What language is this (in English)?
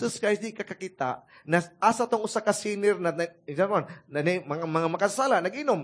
Cebuano